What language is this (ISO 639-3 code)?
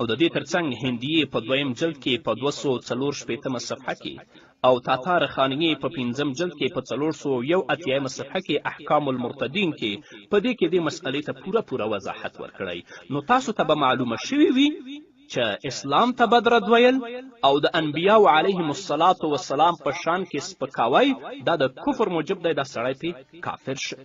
pus